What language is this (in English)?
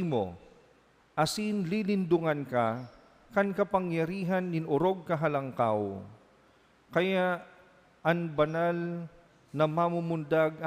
Bikol